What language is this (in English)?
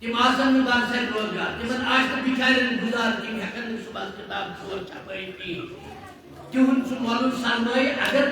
Kashmiri